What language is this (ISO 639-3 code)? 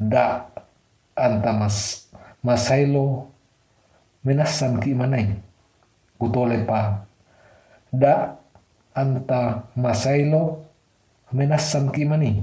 sda